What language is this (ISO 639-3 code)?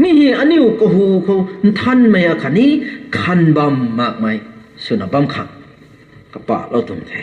nbu